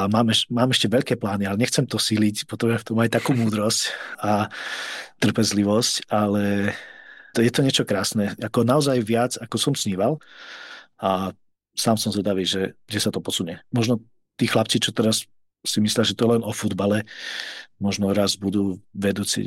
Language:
Slovak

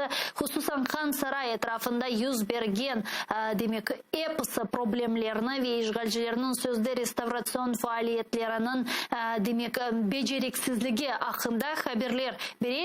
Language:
Crimean Tatar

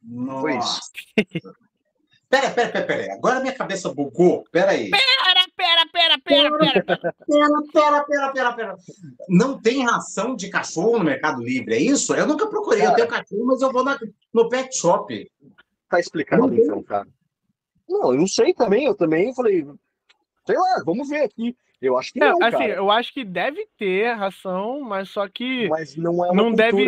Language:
Portuguese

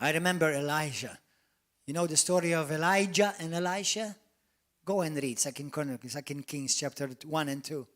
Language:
English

